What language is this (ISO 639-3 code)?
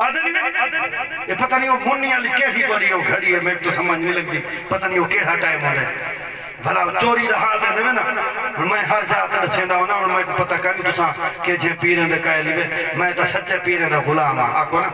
skr